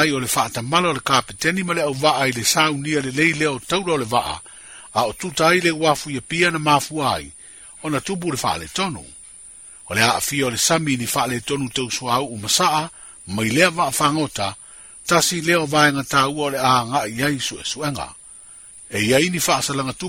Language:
Samoan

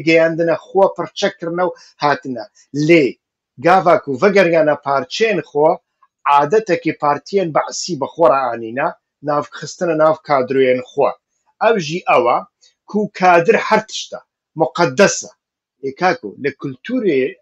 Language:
Kurdish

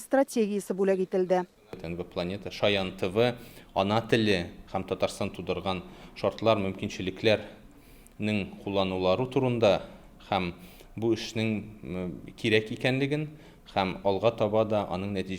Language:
Tatar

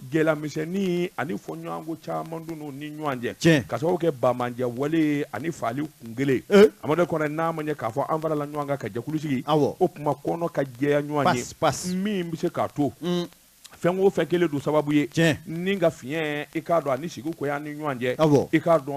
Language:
Bambara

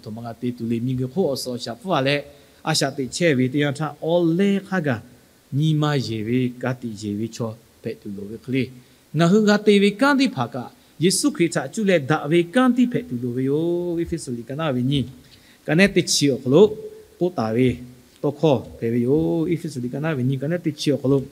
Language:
Lahu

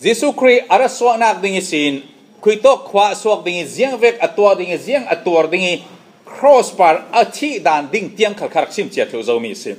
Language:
Falam Chin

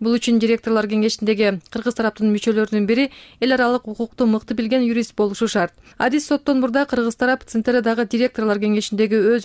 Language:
Kyrgyz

